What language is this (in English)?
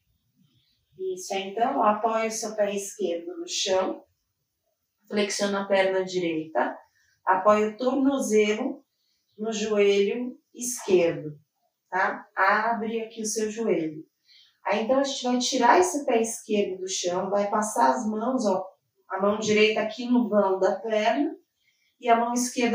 Portuguese